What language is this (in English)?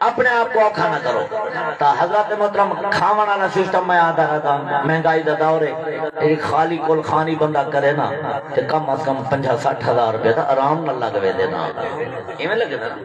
Saraiki